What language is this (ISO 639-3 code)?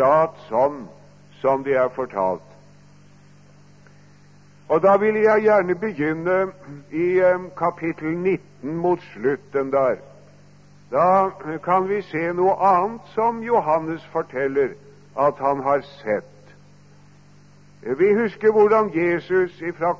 nor